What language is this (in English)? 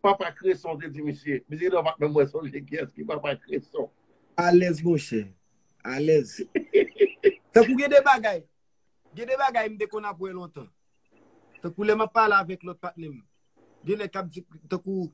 Haitian Creole